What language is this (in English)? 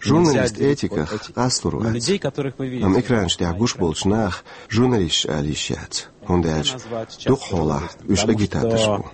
Chechen